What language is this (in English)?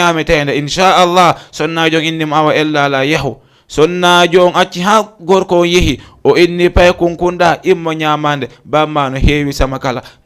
Fula